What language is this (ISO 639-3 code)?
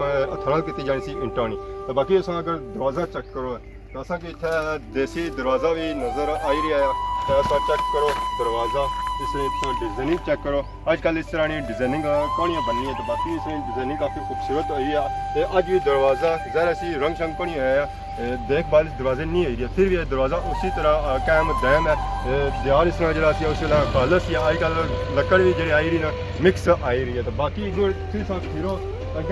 phr